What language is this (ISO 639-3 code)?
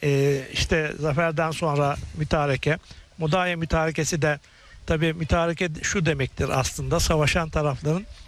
tur